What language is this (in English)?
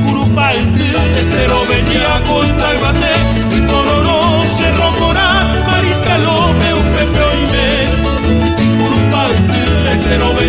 Guarani